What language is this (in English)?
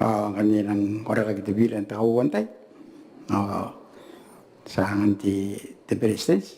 Gilbertese